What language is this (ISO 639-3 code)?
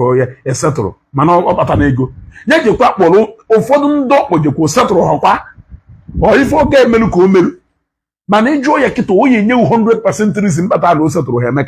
ibo